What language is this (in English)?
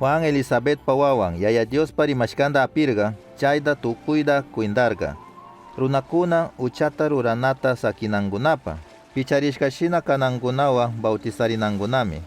Chimborazo Highland Quichua